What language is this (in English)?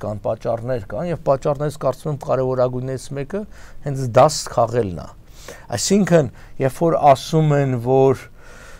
Armenian